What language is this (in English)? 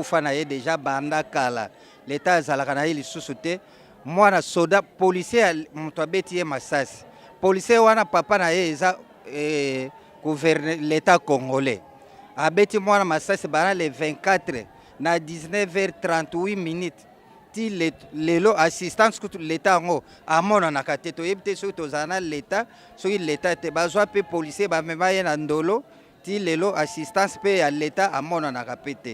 Lingala